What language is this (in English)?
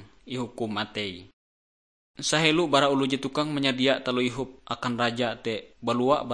Ngaju